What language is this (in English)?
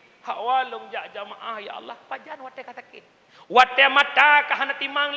Achinese